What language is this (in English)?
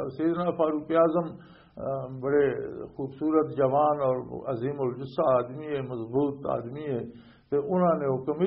Western Panjabi